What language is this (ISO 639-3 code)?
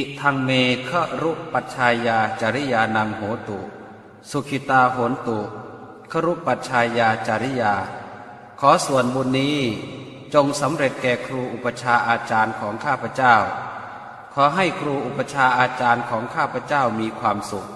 pli